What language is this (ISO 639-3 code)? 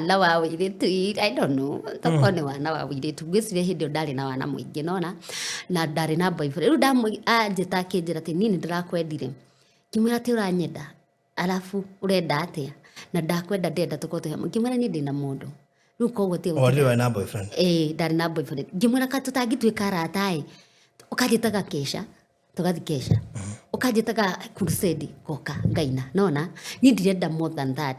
kik